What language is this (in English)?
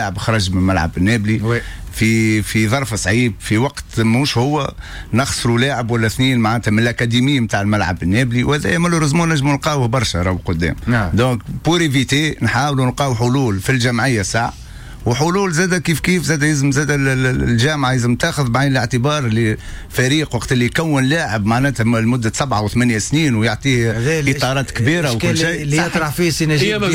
Tunisian Arabic